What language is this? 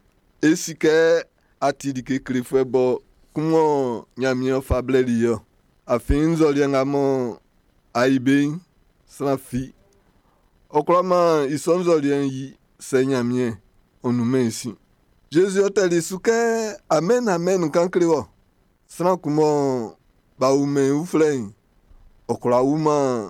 Baoulé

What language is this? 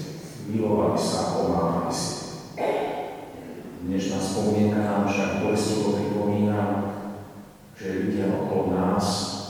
Slovak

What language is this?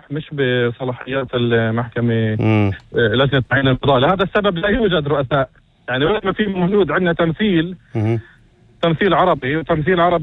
North Levantine Arabic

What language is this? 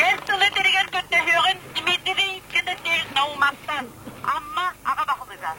Yakut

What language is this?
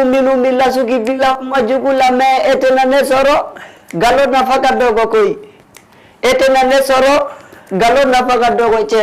Fula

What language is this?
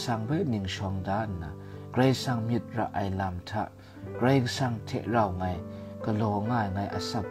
Kachin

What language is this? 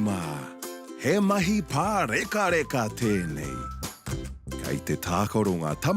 Māori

